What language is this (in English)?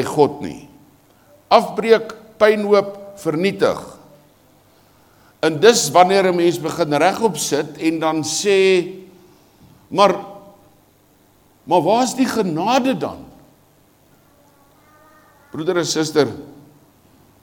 Afrikaans